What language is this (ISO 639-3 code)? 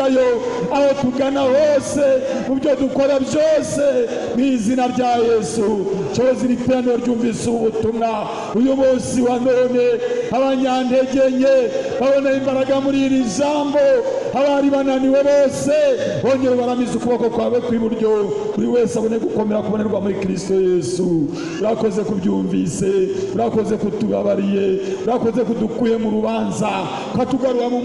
kin